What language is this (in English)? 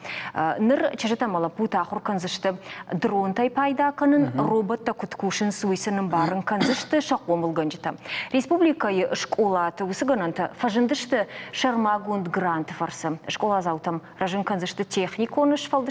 Ossetic